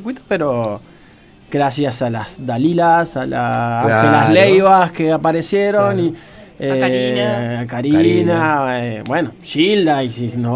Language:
Spanish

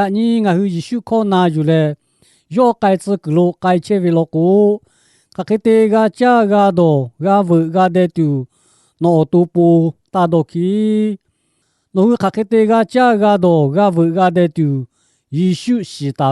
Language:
Lahu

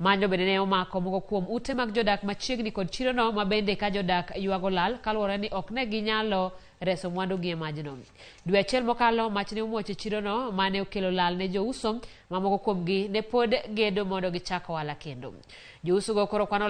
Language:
Luo (Kenya and Tanzania)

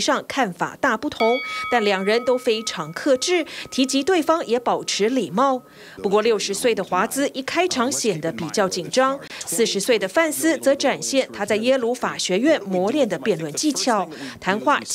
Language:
Chinese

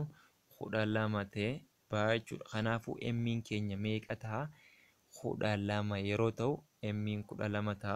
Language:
Oromo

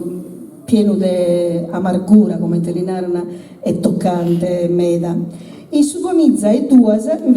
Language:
Sardinian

